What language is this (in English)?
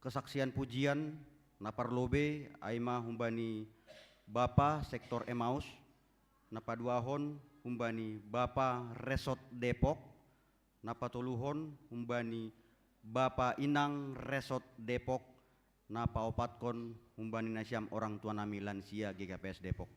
Batak Simalungun